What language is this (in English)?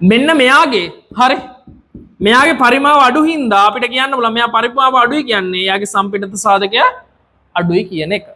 Sinhala